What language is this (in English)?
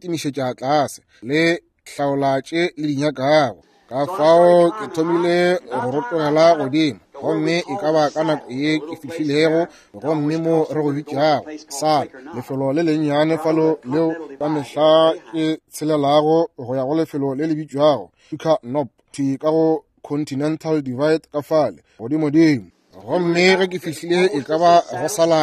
Northern Sotho